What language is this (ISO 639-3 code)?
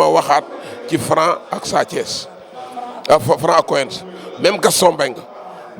wol